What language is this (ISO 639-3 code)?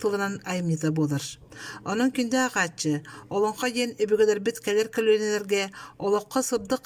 sah